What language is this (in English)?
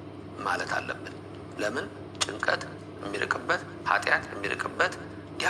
Amharic